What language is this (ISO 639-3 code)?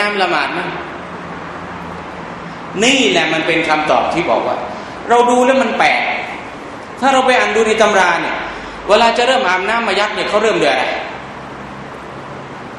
tha